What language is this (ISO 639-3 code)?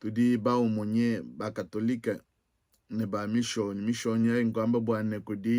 lua